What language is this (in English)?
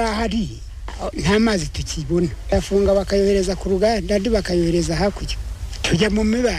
Kinyarwanda